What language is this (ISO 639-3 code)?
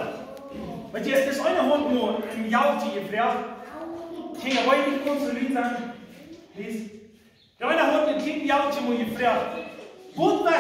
pdt